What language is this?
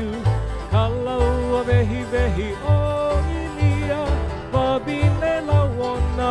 Hawaiian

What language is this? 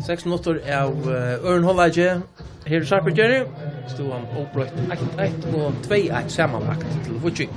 Faroese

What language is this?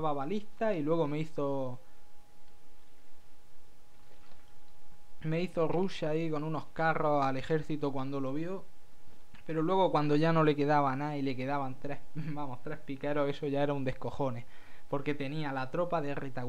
Spanish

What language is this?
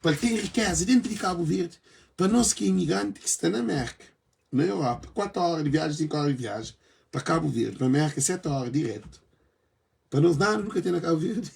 Kabuverdianu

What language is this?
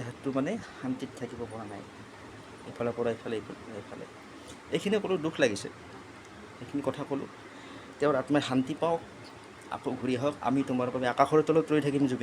Assamese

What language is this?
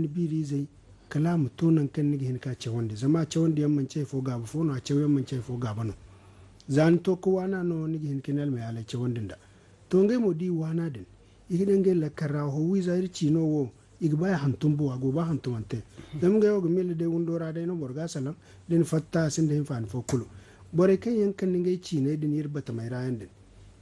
Zarma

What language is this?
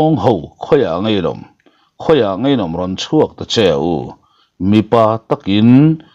Mizo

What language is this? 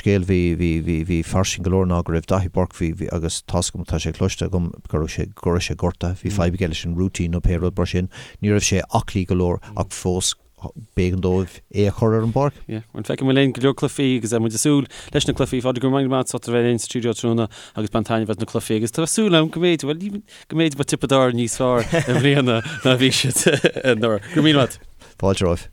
Irish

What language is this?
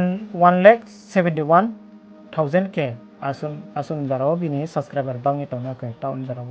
Riang (India)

